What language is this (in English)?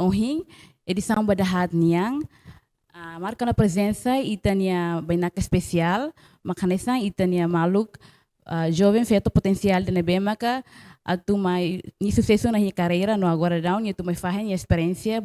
Tetum